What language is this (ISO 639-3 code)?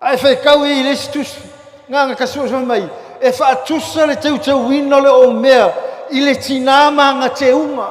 smo